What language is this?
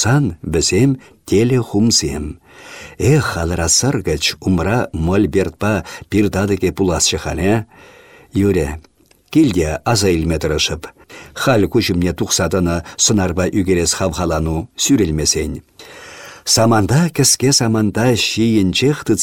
Chuvash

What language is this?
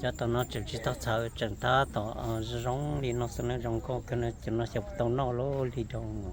Hmong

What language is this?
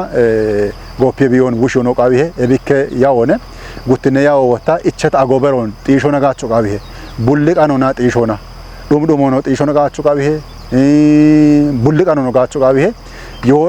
Kafa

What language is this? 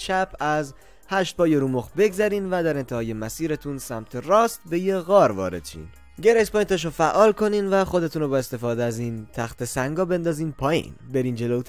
Persian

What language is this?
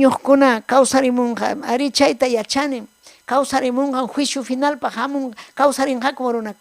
Ayacucho Quechua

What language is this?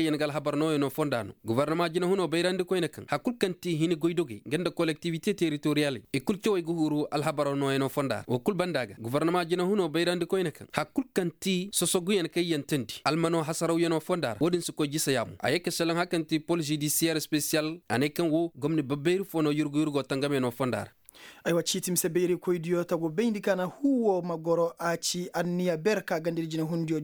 Koyraboro Senni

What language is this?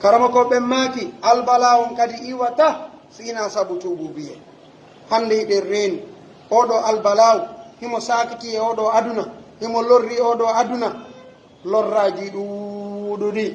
Pular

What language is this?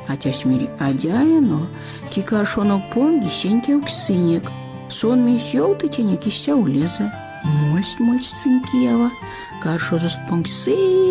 Erzya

